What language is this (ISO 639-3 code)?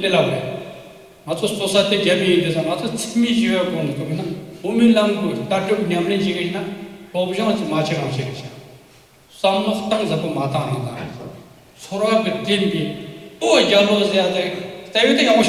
bod